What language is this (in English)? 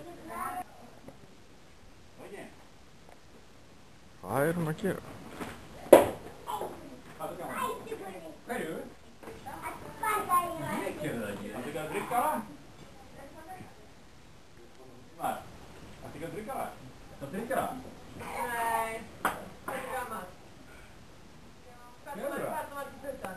Icelandic